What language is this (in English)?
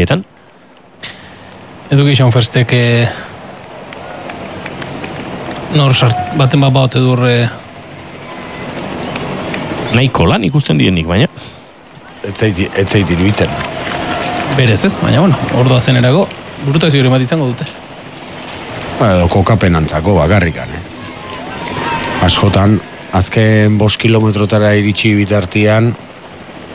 Basque